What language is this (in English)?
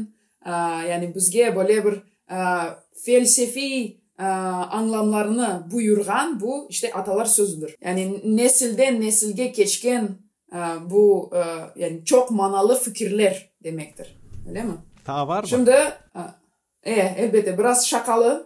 Gagauz